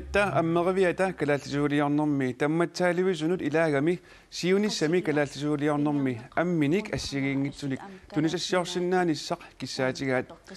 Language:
Kalaallisut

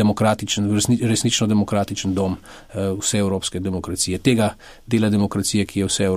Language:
Slovenian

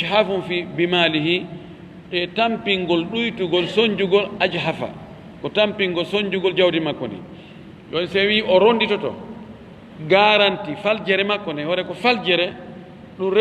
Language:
Fula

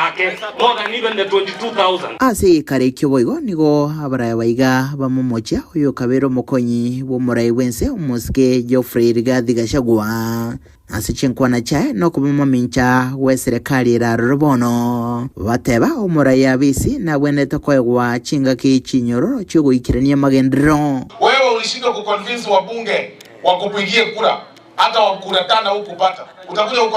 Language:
Gusii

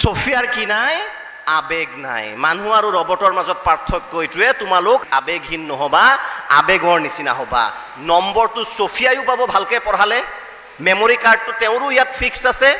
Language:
Assamese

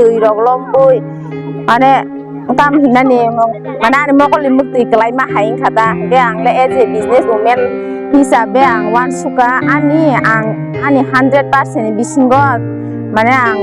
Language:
Kok Borok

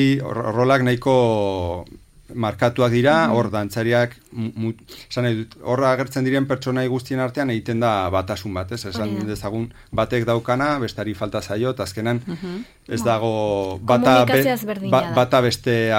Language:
Basque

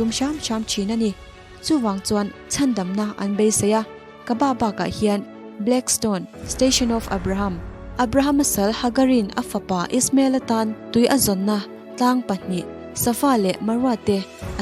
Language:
Mizo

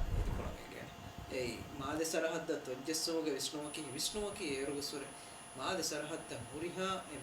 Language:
Divehi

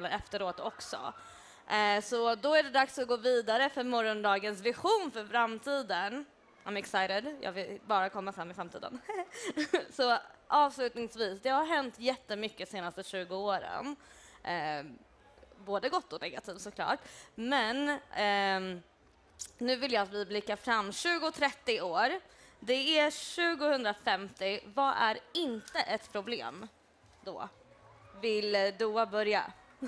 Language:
Swedish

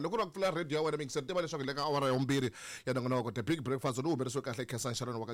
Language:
Tsonga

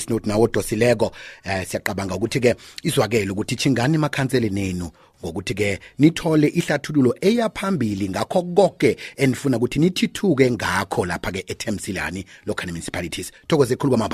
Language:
South Ndebele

